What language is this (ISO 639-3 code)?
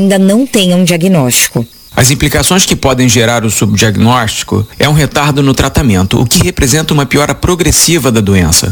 por